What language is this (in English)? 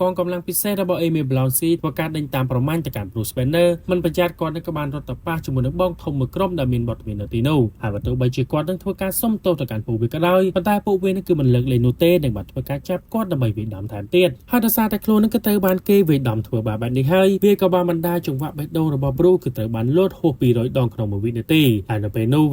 Khmer